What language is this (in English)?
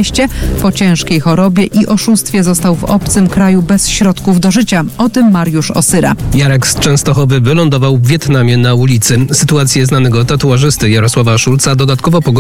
Polish